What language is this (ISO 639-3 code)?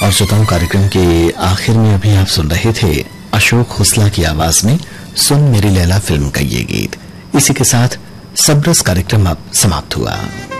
hin